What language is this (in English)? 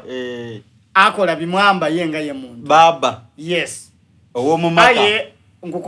Soga